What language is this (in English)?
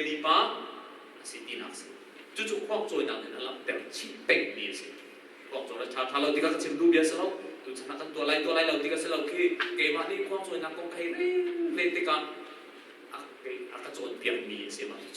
Hakha Chin